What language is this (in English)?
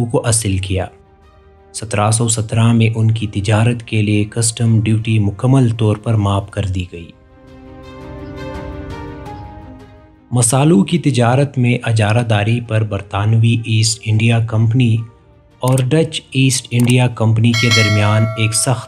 Urdu